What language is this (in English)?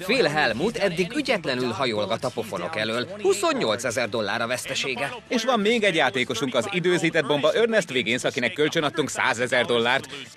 Hungarian